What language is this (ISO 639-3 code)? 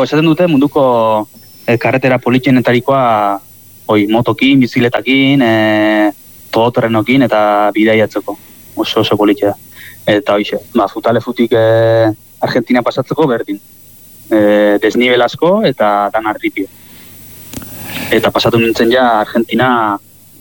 eus